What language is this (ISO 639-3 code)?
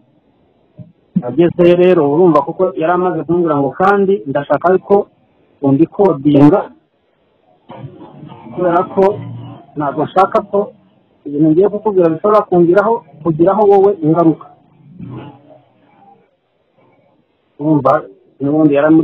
kin